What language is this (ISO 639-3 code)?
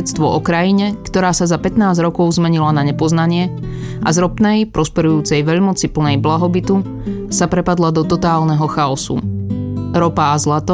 slk